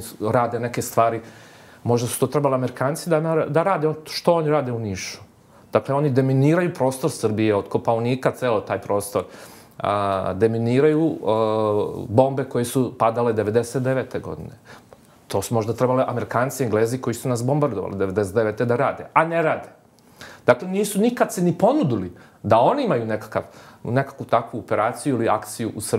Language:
Serbian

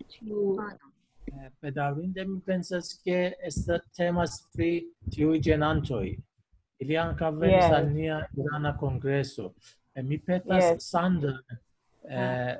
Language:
Esperanto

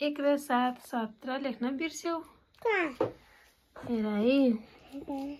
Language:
Nepali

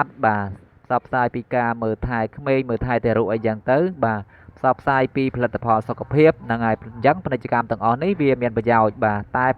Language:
Khmer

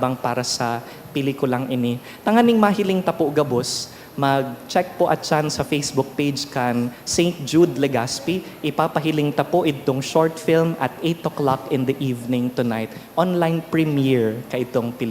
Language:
Bikol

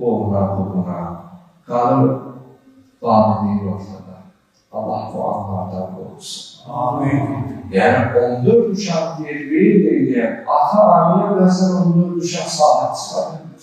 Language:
Azerbaijani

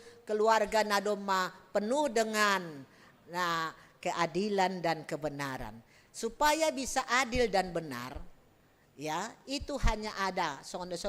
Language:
Batak Simalungun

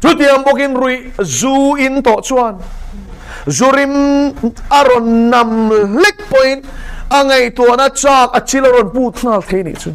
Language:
Mizo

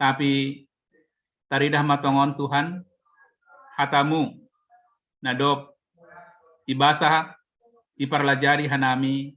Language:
Batak Simalungun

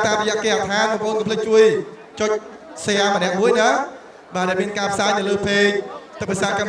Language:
Khmer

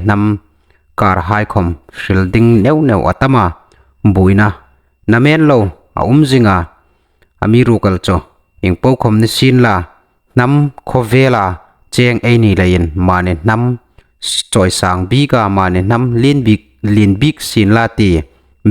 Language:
Hmar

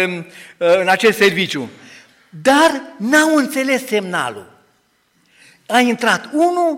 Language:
Romanian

